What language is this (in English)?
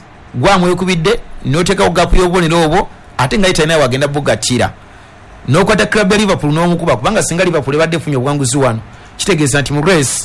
Ganda